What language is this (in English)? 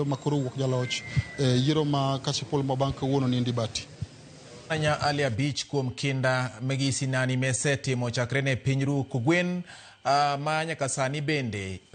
Luo (Kenya and Tanzania)